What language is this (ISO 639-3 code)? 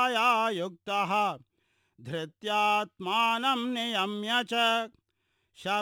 san